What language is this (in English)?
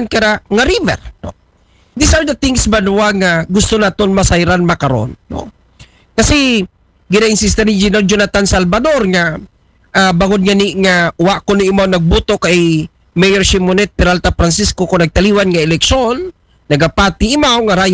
Aklanon